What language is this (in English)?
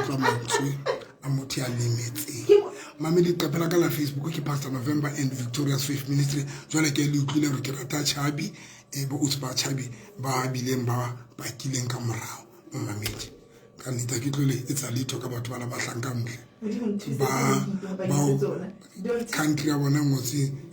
Southern Sotho